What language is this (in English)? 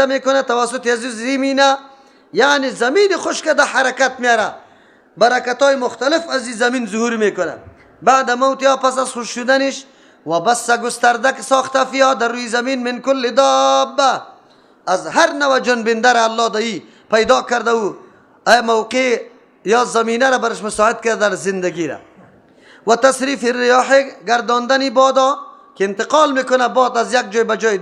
Persian